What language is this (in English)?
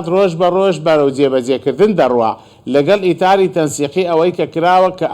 Central Kurdish